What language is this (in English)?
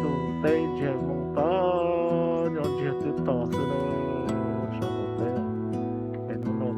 Hmong